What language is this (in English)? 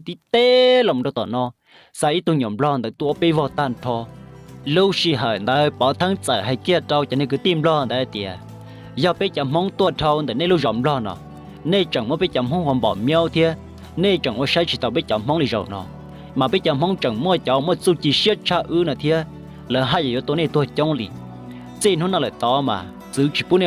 Hmong